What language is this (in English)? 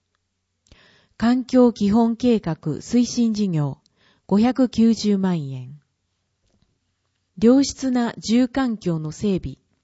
Japanese